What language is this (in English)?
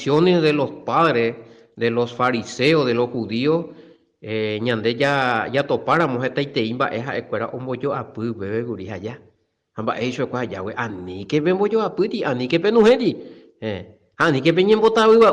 Guarani